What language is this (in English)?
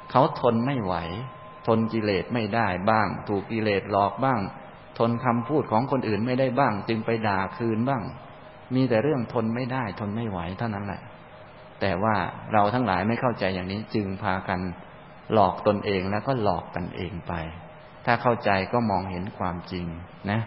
Thai